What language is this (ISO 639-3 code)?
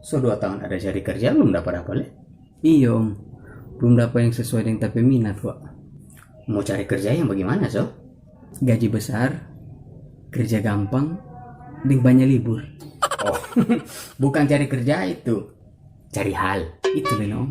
xmm